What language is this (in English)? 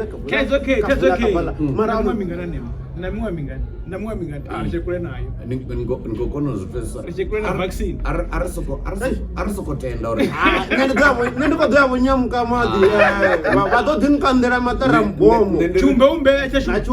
Venda